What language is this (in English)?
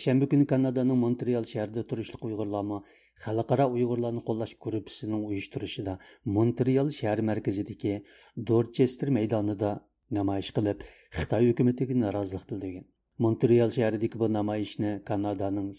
Uyghur